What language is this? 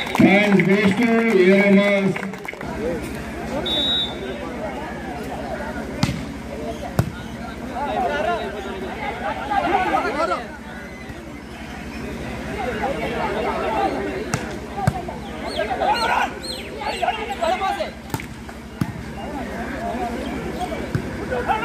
Tamil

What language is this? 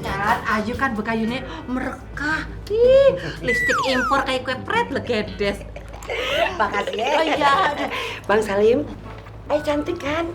Betawi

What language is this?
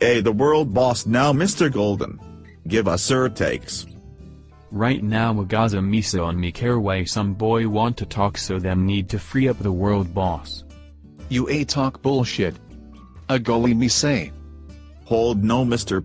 Jamaican Creole English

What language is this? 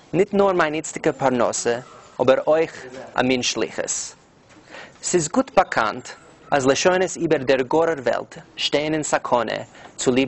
Yiddish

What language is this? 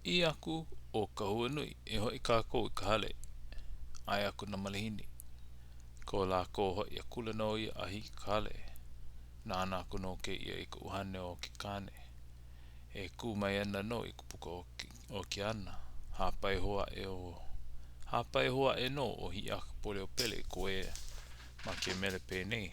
Hawaiian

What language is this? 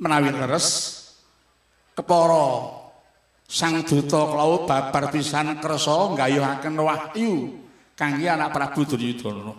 Javanese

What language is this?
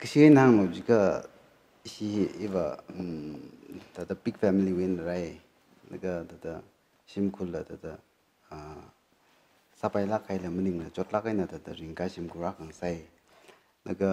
Tangkhul Naga (India)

